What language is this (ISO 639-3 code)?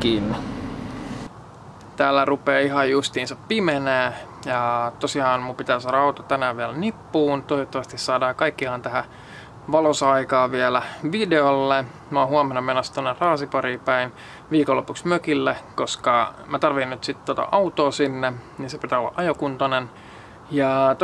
fin